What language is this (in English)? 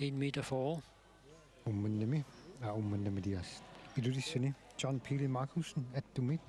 Kalaallisut